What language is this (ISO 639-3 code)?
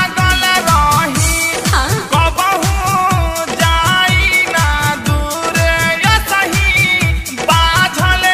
bho